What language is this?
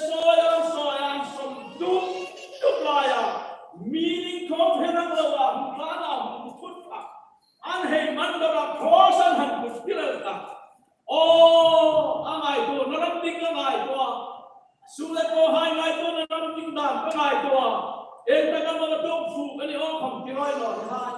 Hmar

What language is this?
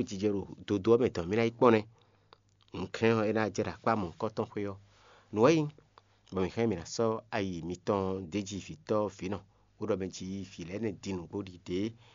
Fon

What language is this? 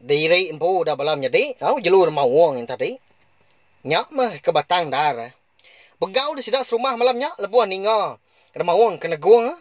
Iban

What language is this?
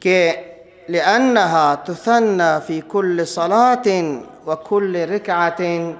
Persian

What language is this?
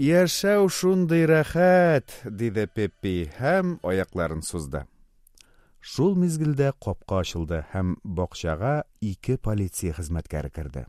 Tatar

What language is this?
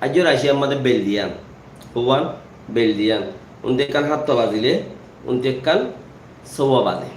Rohingya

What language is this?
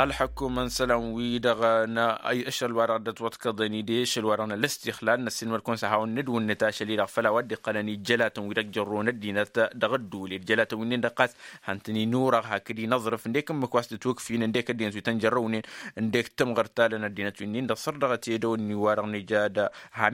Tamasheq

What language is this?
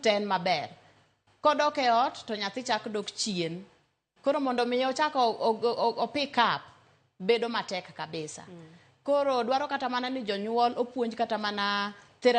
Luo (Kenya and Tanzania)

